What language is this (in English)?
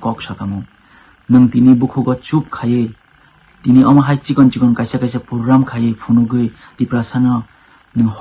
Kok Borok